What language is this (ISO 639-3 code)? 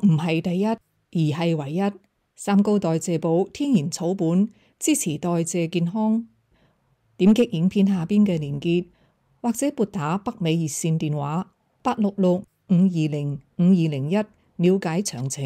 yue